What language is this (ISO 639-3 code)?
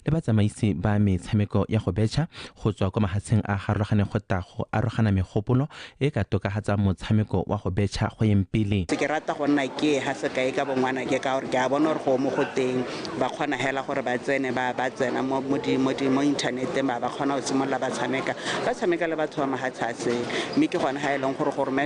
tsn